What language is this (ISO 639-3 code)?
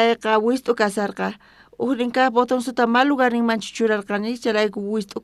quh